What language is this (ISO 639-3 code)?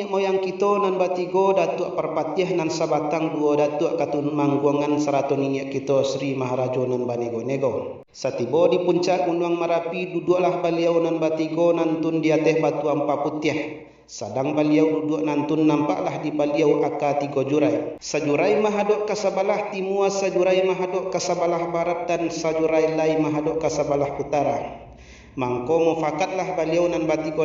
min